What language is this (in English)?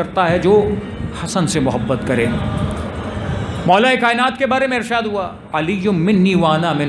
Urdu